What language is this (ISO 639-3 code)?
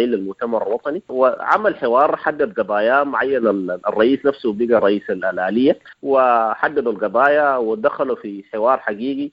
apd